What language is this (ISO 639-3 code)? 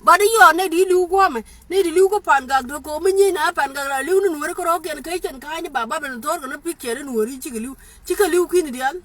nus